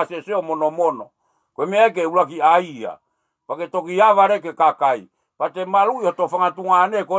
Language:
Tongan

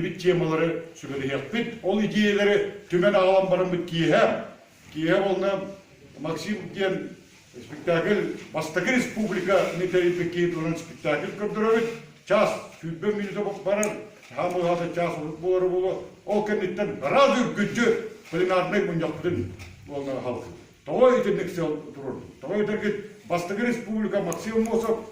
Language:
Yakut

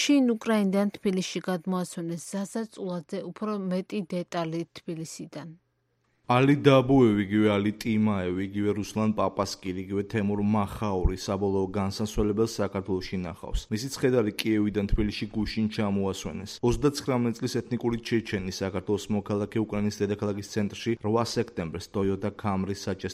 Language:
Georgian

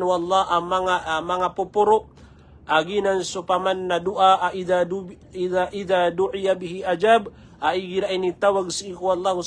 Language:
Maranao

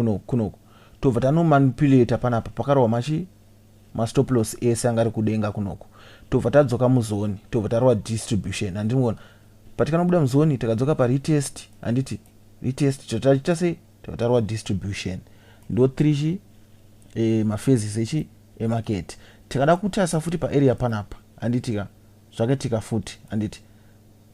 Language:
Shona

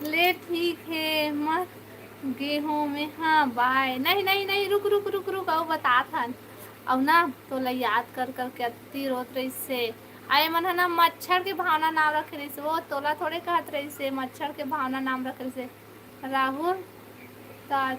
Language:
Chhattisgarhi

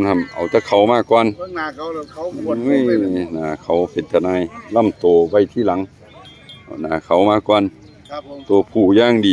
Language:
Northeastern Thai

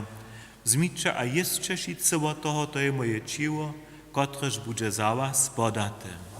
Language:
Upper Sorbian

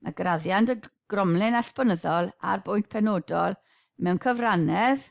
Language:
Welsh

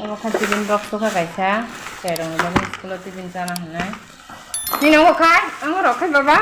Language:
Kok Borok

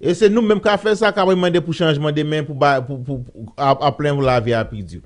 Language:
Haitian Creole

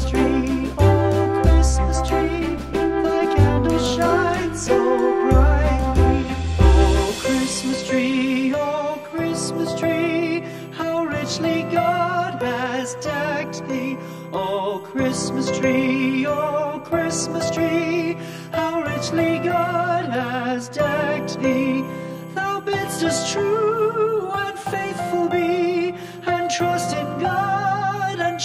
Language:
English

